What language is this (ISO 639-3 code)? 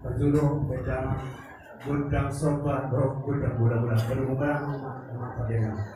bbc